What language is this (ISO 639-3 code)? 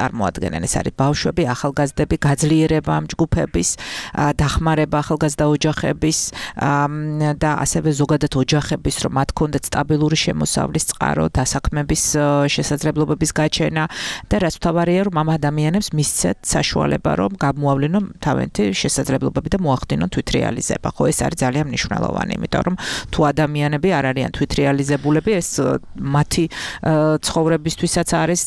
kat